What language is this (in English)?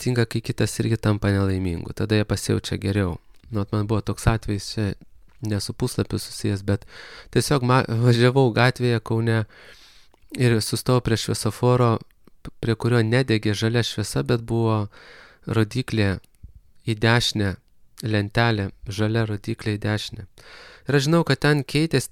Lithuanian